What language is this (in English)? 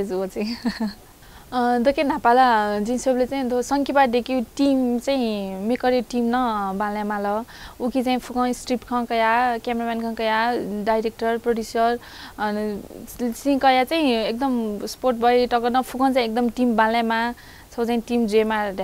Newari